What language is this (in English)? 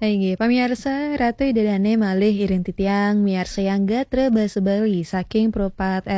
Balinese